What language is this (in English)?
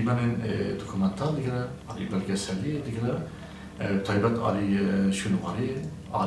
Kurdish